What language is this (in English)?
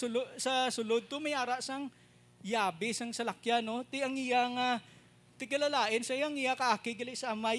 Hiligaynon